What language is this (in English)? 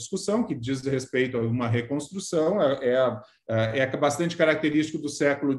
Portuguese